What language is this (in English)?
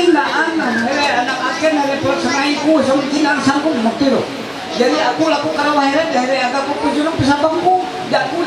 Ma'anyan